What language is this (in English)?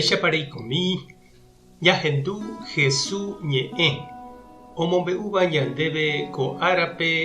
Guarani